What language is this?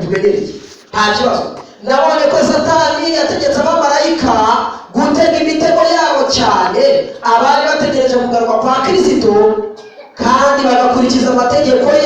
Kinyarwanda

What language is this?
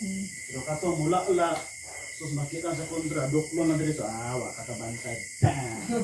Cebuano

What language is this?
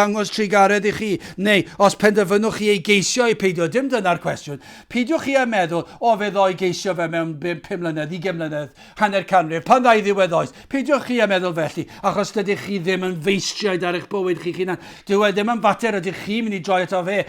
Welsh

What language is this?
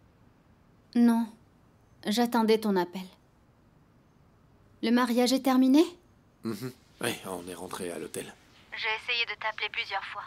French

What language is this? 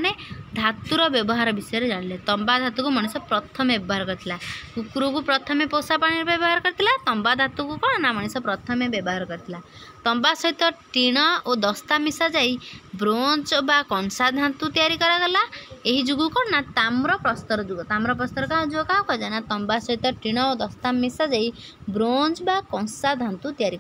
Odia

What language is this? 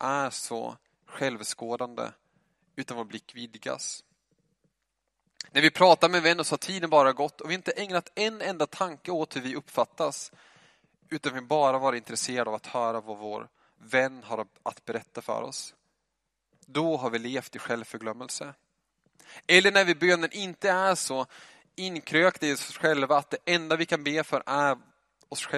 Swedish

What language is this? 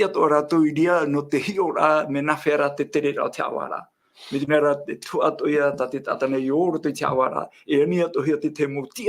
Tahitian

